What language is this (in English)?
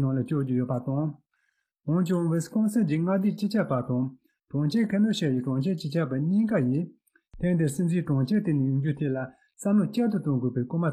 Tibetan